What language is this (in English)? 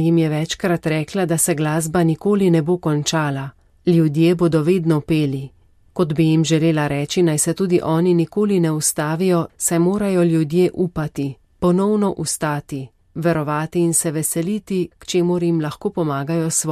Slovenian